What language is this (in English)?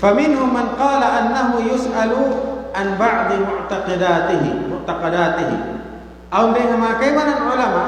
Tausug